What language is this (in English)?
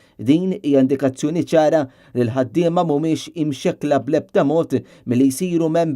Maltese